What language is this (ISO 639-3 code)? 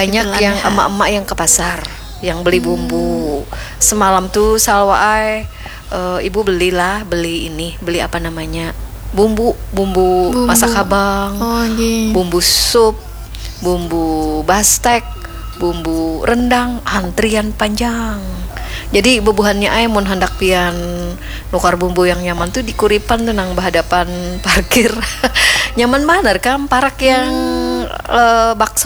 bjn